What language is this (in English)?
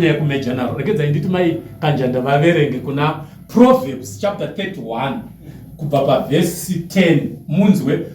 Shona